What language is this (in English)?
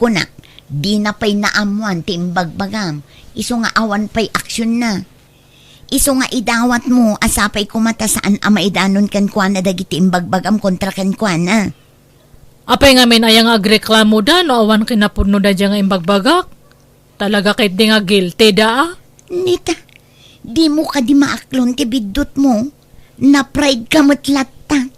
Iloko